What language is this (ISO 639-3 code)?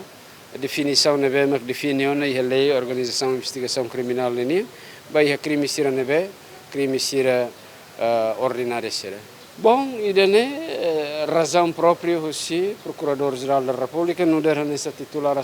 tet